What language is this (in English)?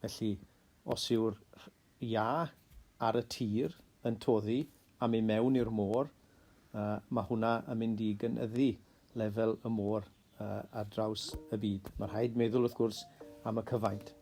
Welsh